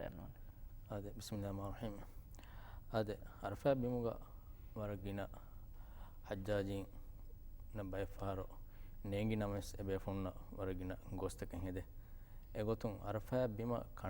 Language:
Divehi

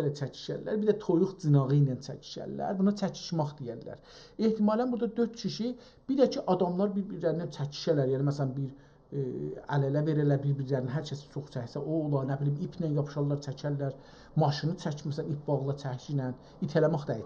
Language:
South Azerbaijani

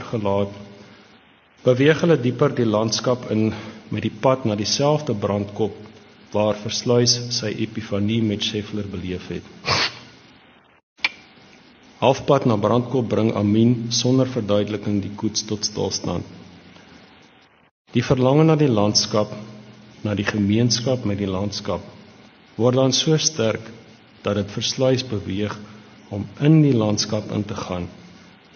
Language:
Afrikaans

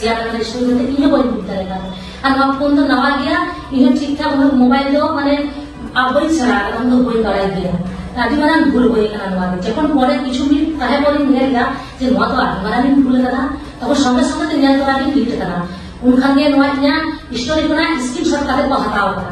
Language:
Santali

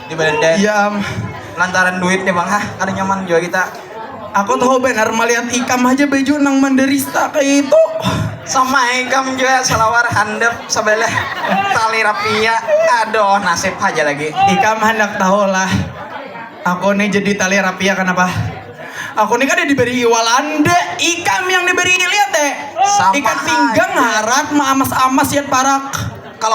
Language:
Banjar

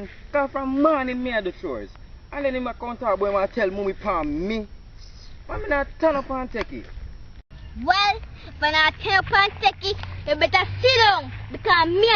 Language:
Jamaican Creole English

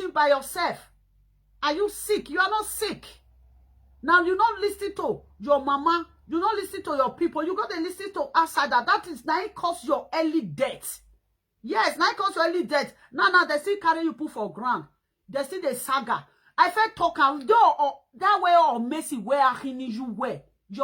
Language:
Nigerian Pidgin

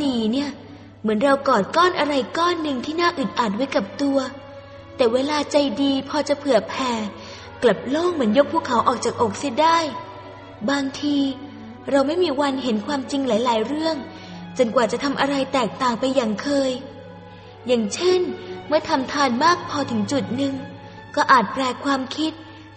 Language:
Thai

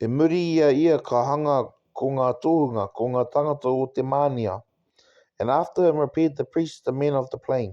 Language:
Māori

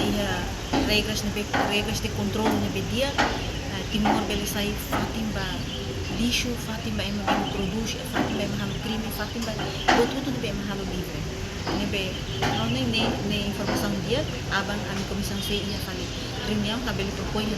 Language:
Tetum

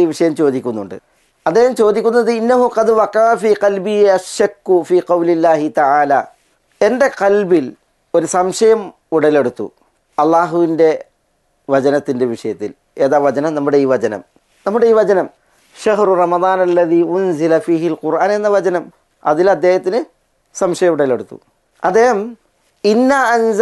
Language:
Malayalam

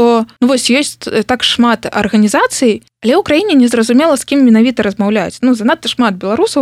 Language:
Belarusian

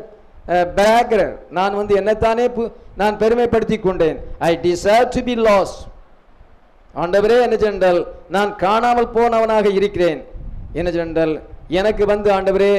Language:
Tamil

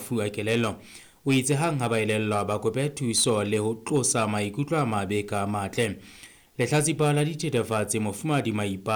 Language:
Southern Sotho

